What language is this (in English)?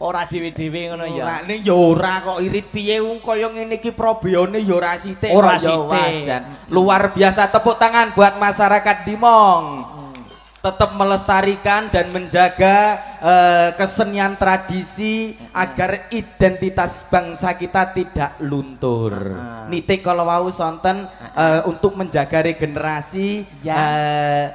Javanese